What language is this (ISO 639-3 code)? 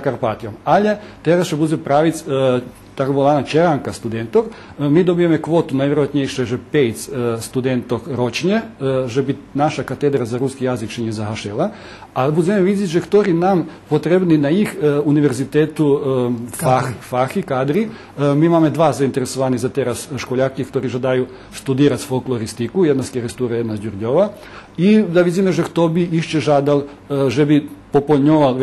rue